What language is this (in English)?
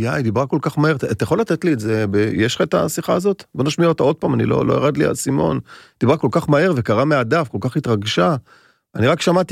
Hebrew